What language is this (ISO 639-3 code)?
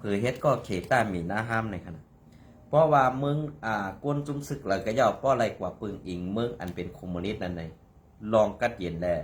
shn